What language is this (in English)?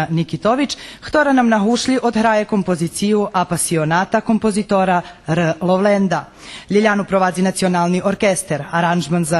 Rusyn